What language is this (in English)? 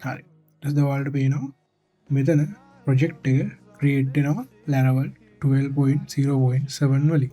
Sinhala